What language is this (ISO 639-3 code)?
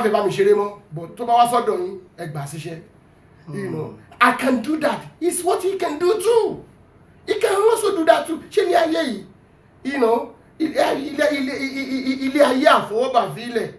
yor